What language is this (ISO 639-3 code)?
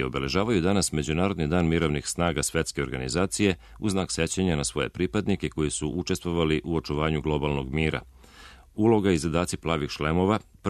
srp